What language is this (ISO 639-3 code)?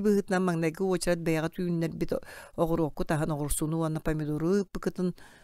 sah